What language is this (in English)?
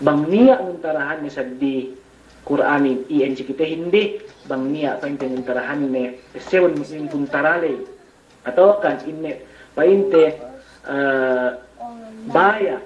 Yakan